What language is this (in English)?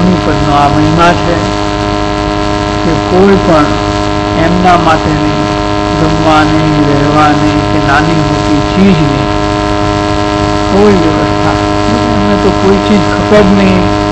Gujarati